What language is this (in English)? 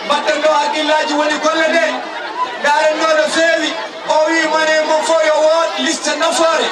Fula